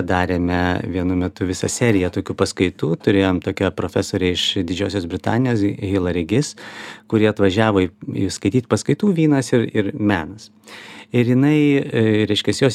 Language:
Lithuanian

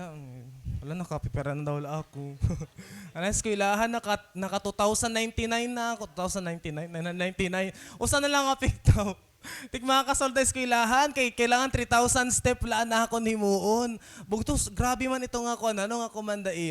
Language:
Waray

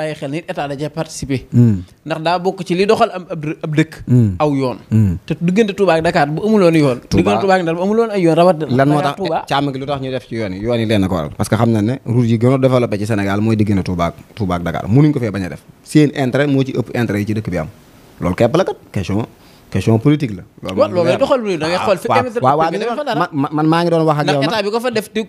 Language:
Wolof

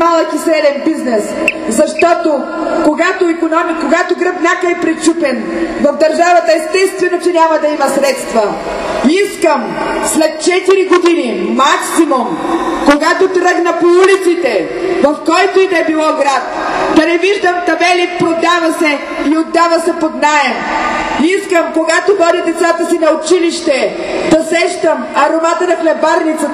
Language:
Bulgarian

